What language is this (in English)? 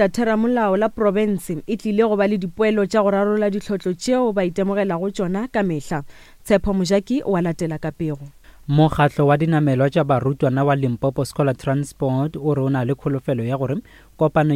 Northern Sotho